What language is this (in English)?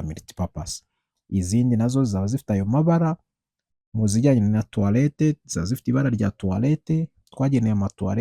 Kinyarwanda